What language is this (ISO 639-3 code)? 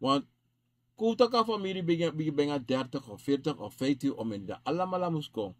srn